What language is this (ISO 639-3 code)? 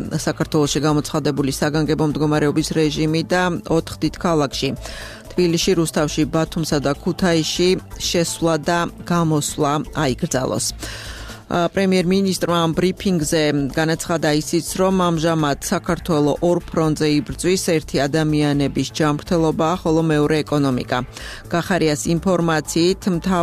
kat